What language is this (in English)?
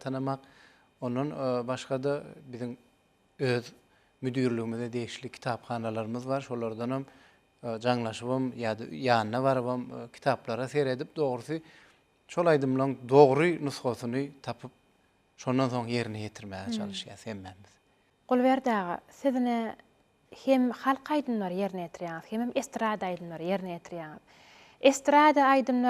Turkmen